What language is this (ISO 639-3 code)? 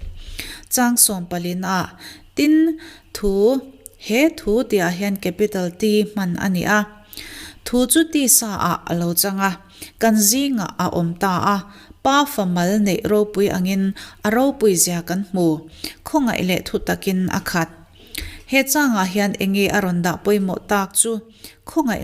lus